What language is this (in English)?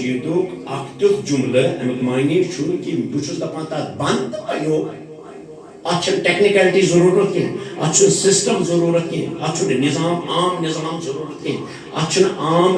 Kashmiri